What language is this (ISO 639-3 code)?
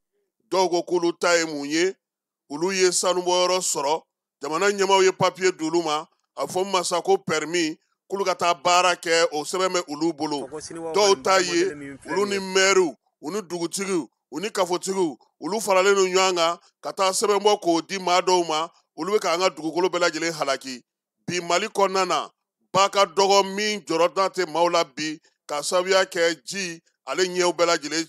bam